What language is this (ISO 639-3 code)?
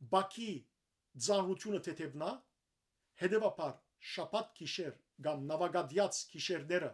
hyw